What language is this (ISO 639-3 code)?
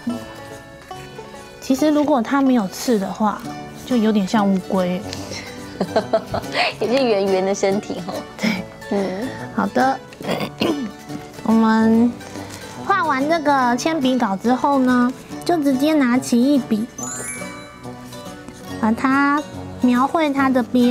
zho